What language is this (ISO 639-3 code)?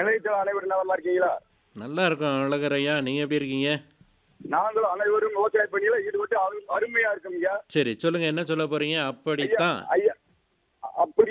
tam